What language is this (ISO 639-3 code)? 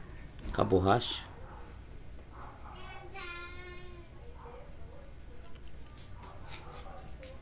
por